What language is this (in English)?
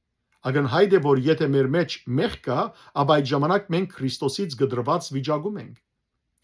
Western Armenian